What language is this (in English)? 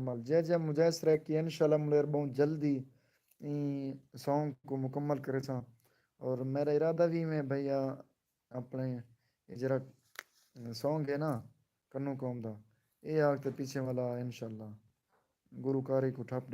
Saraiki